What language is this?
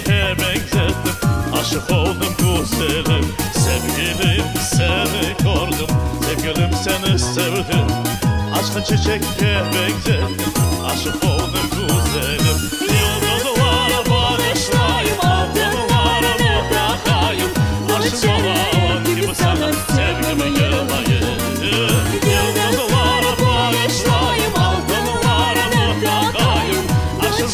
Crimean Tatar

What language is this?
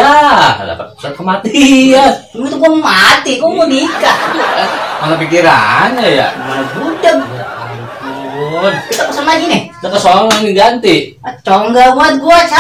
Betawi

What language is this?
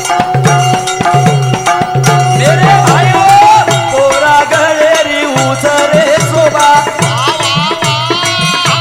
Lambadi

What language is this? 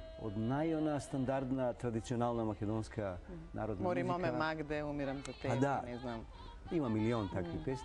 Macedonian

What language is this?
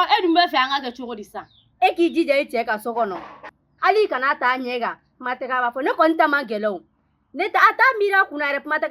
Bambara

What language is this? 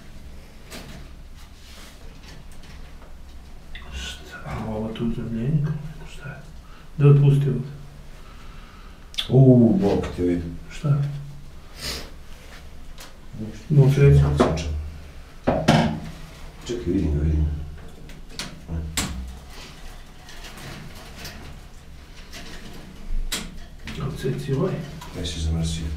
Serbian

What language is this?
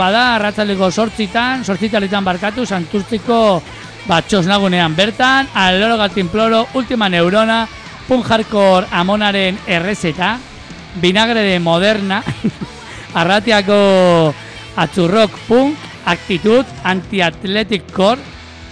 Basque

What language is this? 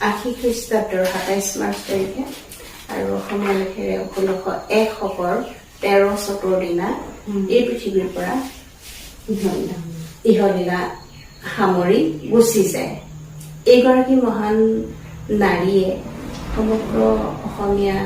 Assamese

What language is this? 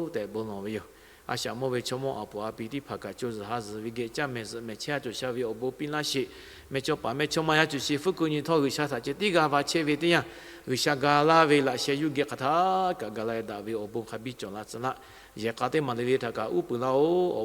Lahu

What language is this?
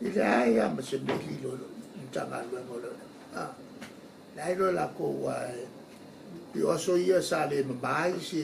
Samoan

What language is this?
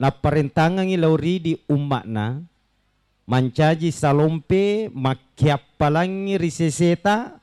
Buginese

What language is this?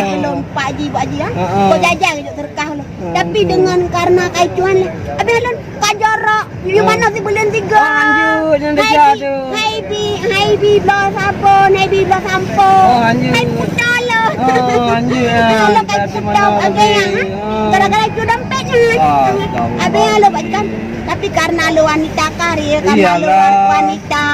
Achinese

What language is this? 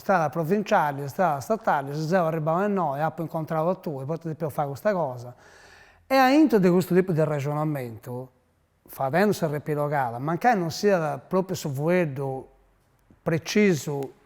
Sardinian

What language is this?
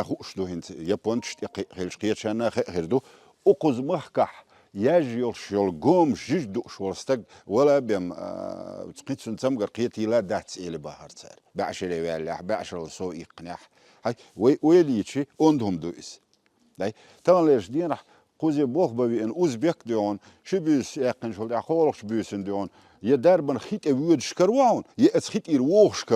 Chechen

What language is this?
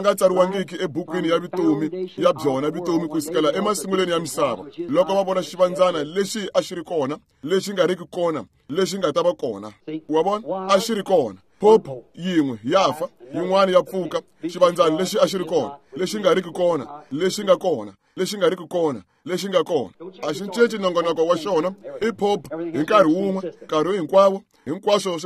Tsonga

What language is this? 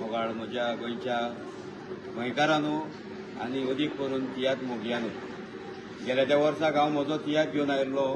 Konkani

